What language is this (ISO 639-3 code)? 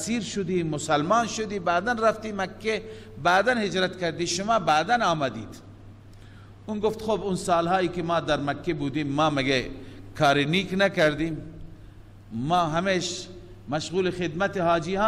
fas